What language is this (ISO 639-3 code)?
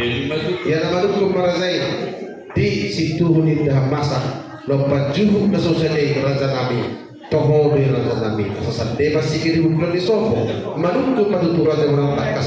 bbc